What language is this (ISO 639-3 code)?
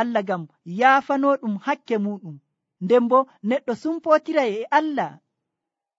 fuv